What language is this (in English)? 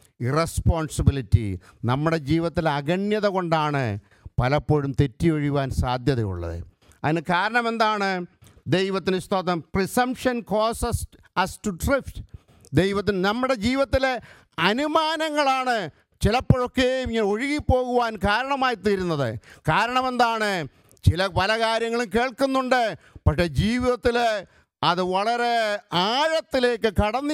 Malayalam